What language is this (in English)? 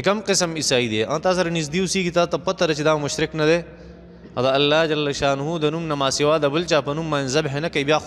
Pashto